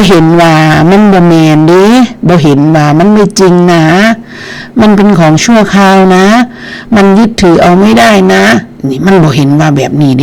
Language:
Northeastern Thai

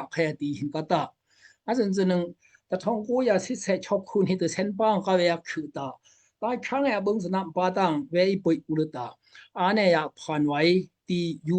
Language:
Daai Chin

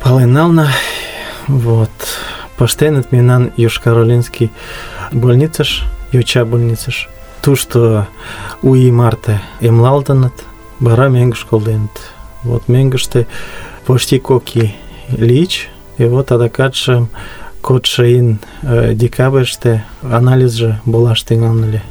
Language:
Mari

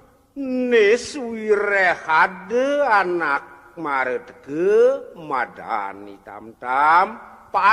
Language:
Balinese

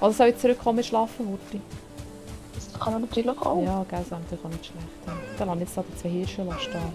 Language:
Swiss German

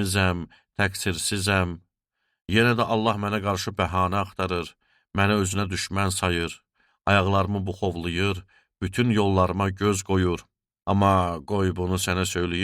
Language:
Azerbaijani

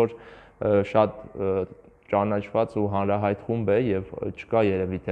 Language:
Armenian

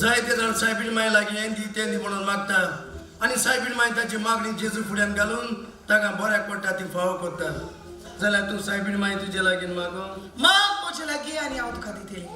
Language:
Konkani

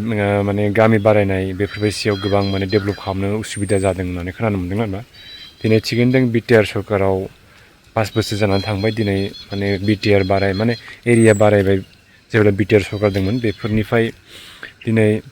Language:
Bodo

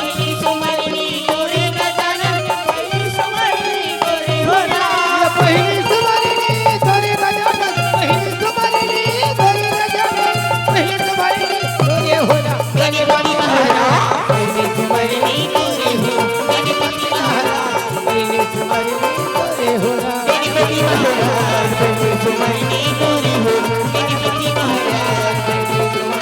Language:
Chhattisgarhi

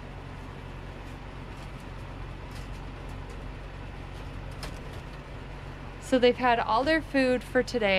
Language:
English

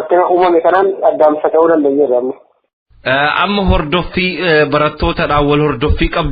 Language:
Oromo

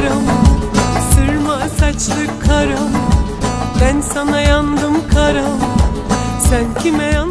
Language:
Turkish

